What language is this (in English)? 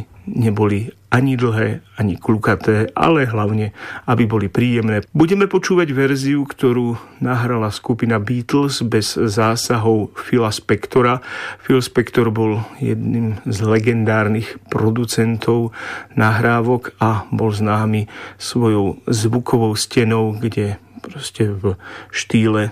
Slovak